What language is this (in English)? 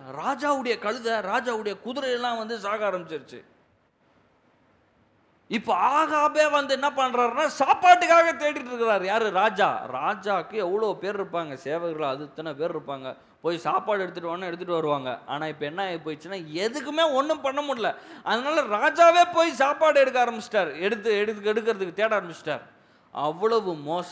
Tamil